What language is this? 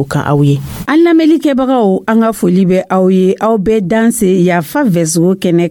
Dyula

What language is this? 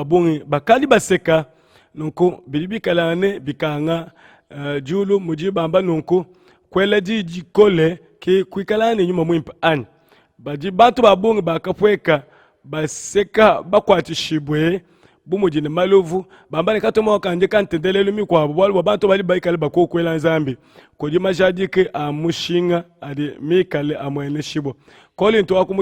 Luba-Lulua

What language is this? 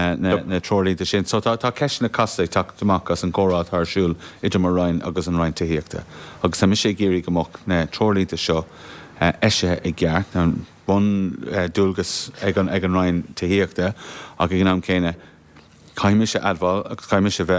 Irish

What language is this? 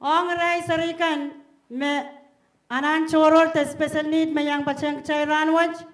Pohnpeian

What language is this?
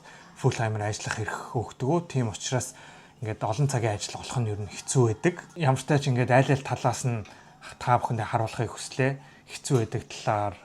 Mongolian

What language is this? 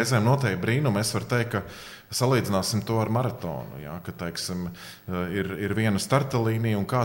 Latvian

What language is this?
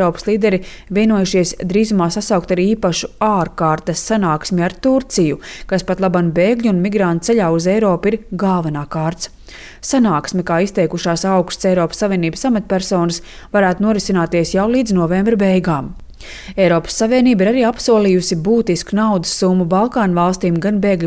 Latvian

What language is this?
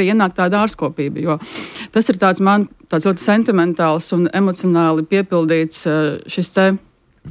Latvian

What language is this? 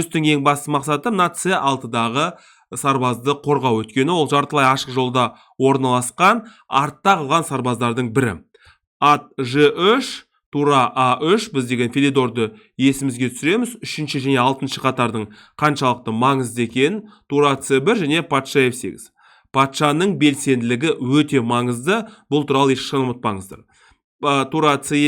Kazakh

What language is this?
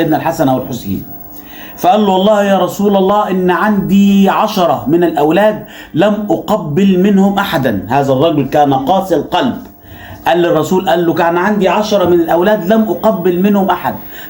Egyptian Arabic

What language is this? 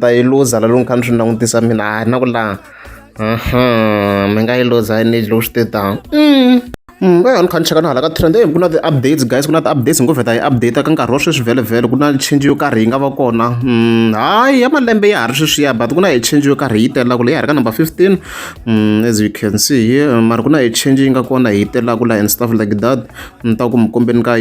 Tsonga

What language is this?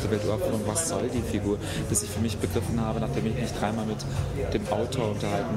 German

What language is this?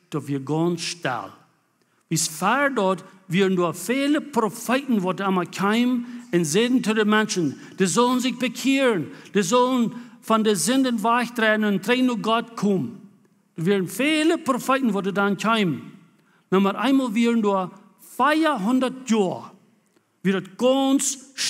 Plautdietsch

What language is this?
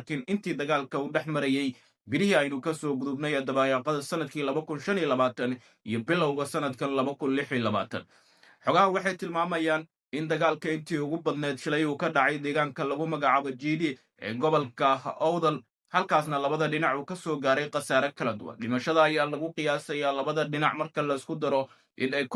Somali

